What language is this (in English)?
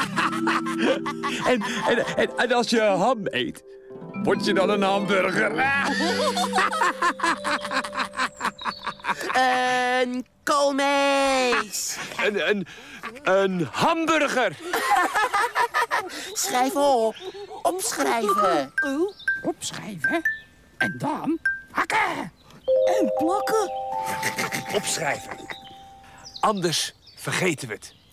Dutch